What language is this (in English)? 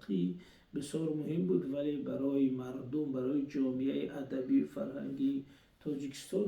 Tajik